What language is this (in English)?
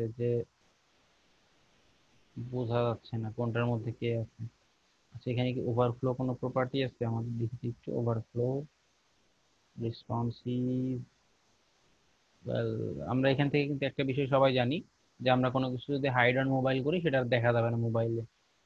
Bangla